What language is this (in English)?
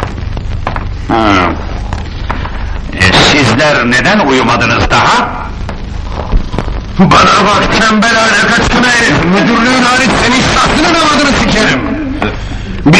Turkish